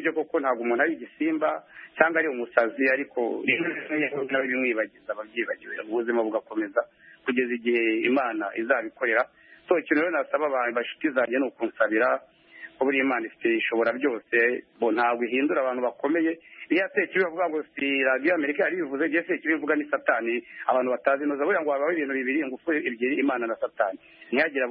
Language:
Kinyarwanda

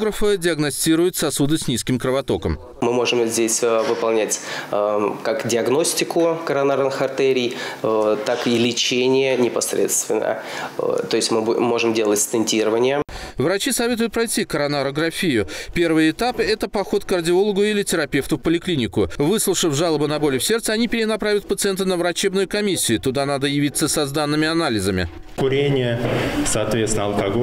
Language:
Russian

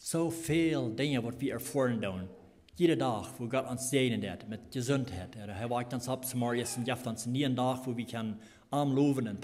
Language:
Plautdietsch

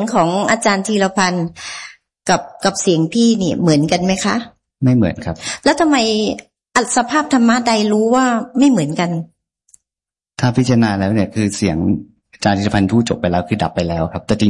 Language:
Thai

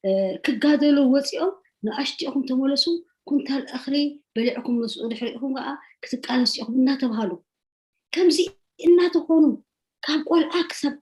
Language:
Tigrinya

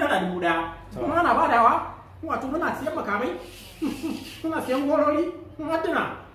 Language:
Hausa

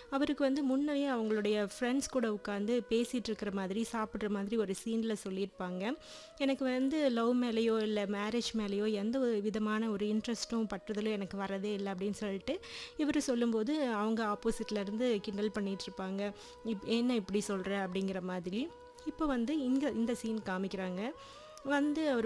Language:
Tamil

